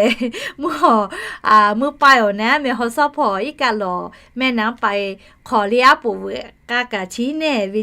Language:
Lahu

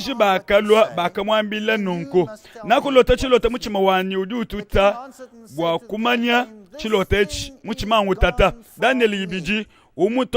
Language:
Luba-Lulua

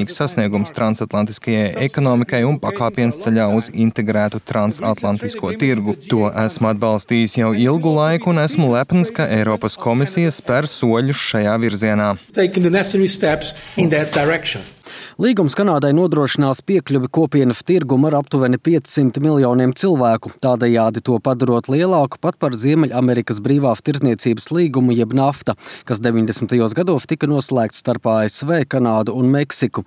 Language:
Latvian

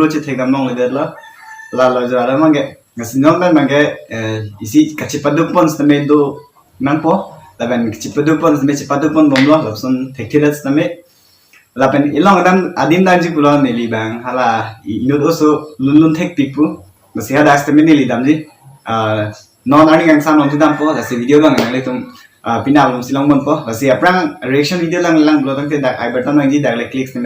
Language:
Karbi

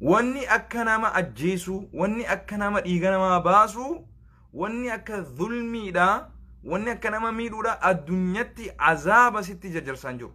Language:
Oromo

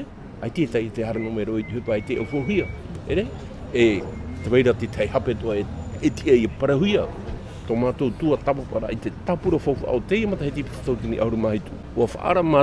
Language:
Tahitian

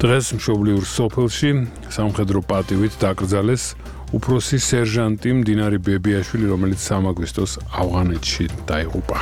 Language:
Georgian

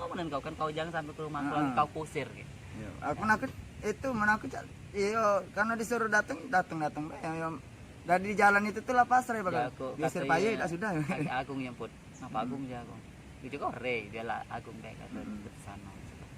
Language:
Musi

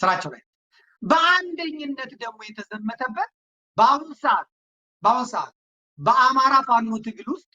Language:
Amharic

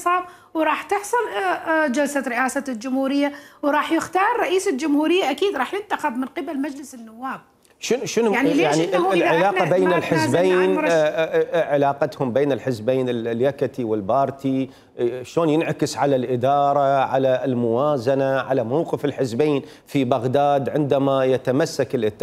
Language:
Mesopotamian Arabic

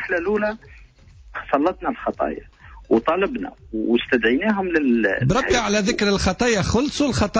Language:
Tunisian Arabic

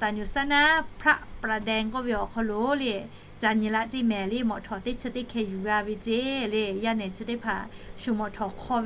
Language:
Lahu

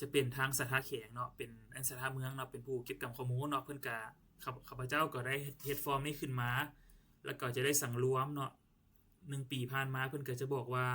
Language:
Lao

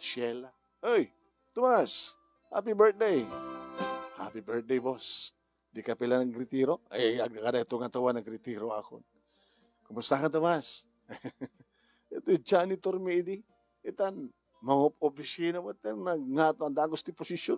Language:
Iloko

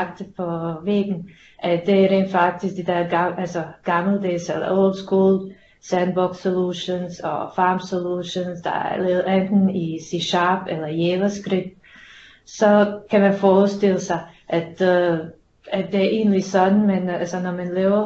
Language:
Danish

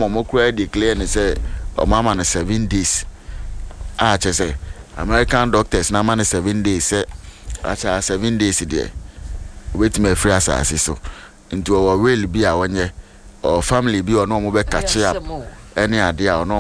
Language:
Akan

